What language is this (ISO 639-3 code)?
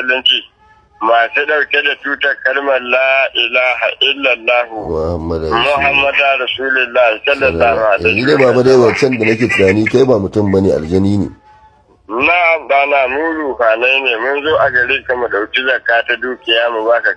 hau